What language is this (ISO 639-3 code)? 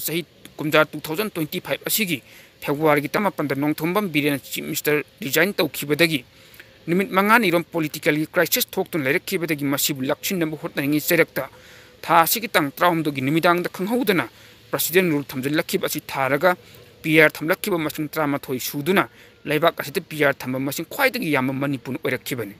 mni